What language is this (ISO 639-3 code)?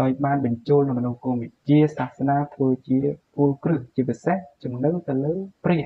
khm